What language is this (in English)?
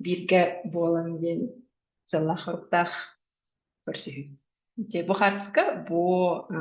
Yakut